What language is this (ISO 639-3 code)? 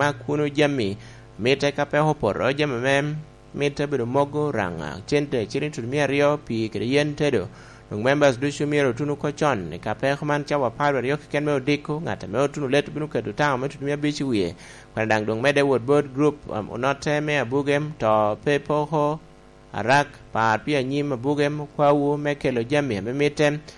laj